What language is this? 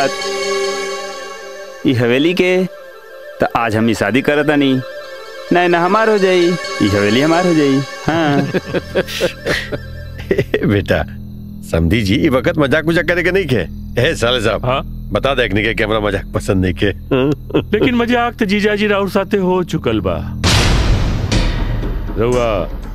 Bhojpuri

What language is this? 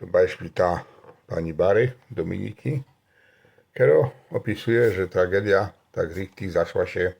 Silesian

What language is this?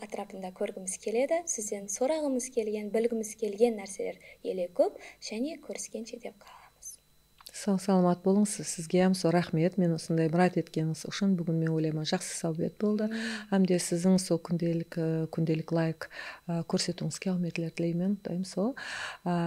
Kara-Kalpak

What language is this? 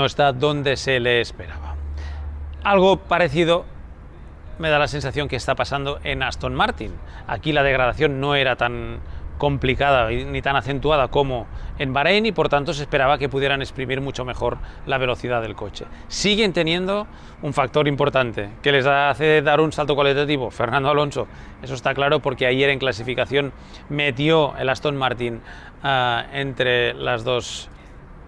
Spanish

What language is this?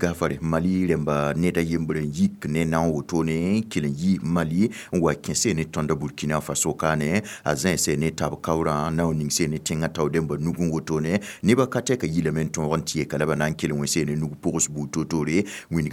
Mossi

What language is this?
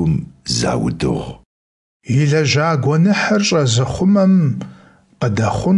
Kabardian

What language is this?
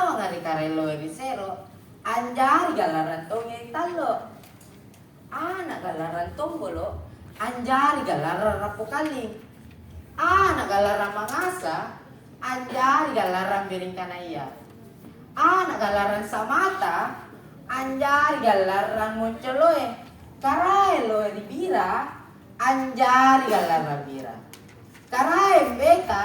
Makasar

